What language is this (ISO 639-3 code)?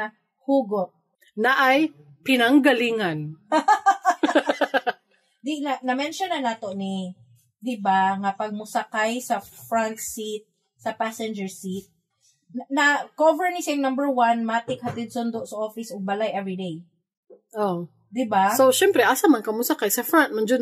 ceb